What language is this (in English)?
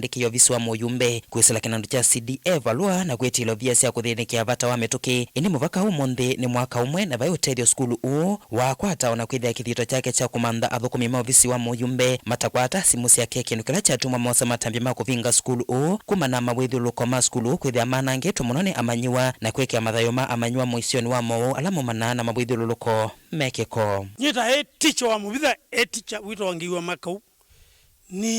Kamba